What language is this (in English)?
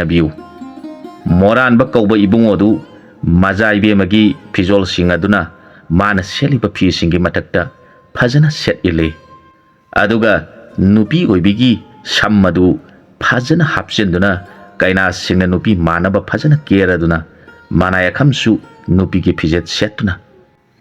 Manipuri